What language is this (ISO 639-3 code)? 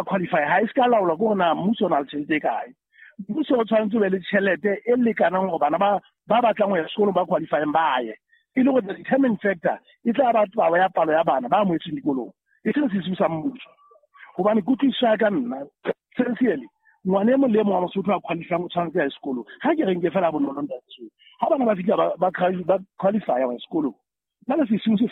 sot